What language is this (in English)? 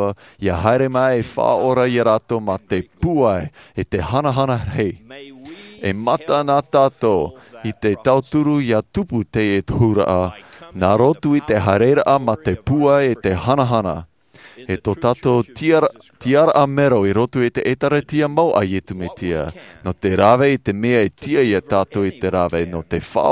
Tahitian